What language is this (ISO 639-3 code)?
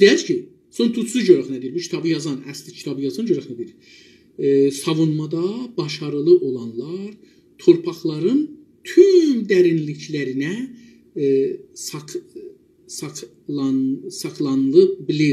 azb